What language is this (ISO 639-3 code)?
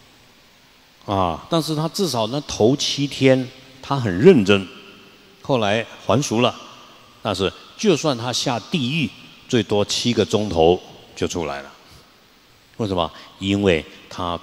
zho